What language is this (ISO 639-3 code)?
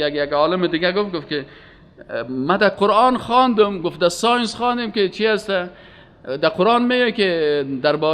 fas